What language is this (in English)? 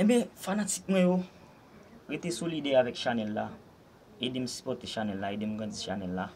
Haitian Creole